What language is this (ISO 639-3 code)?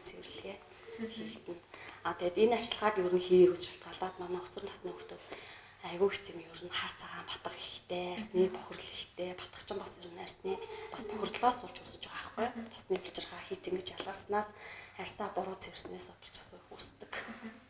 mon